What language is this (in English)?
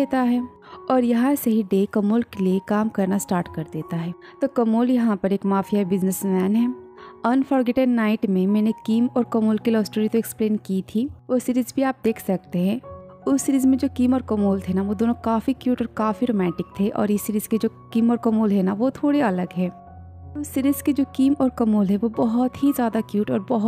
Hindi